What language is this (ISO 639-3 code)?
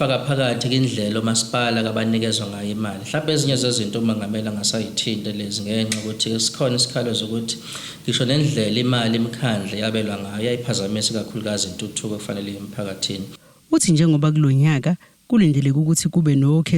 zul